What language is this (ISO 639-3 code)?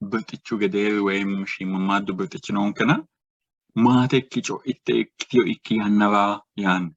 sid